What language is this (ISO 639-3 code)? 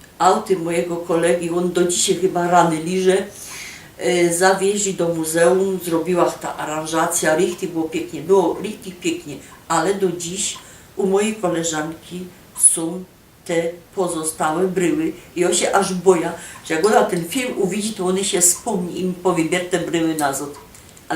szl